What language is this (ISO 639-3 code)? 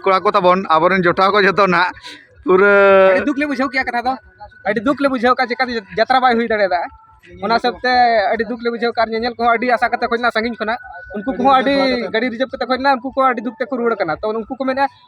sat